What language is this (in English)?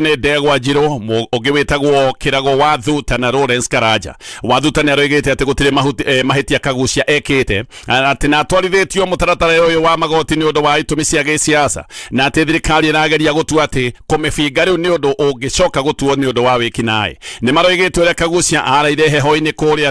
Kikuyu